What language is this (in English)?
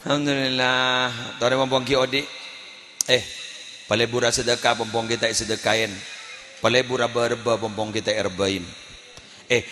Madurese